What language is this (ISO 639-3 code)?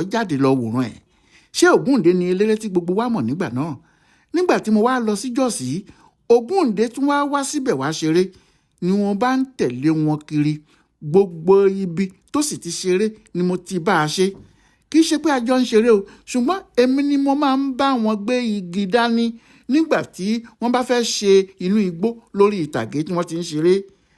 yor